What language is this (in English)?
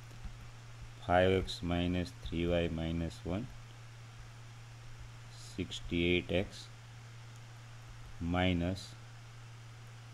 Gujarati